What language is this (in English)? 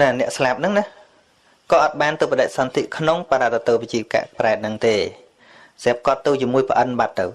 Khmer